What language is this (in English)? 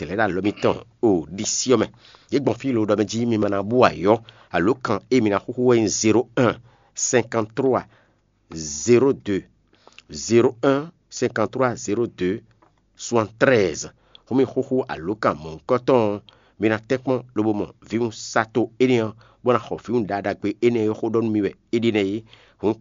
Fon